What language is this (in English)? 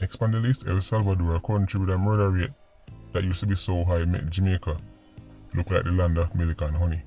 Jamaican Creole English